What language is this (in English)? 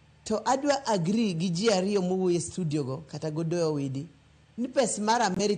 Luo (Kenya and Tanzania)